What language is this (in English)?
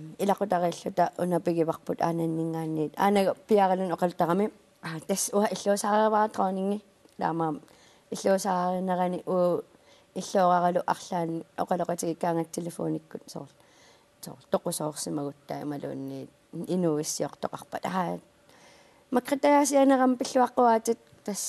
Kalaallisut